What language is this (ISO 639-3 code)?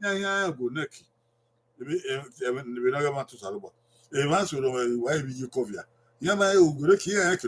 bin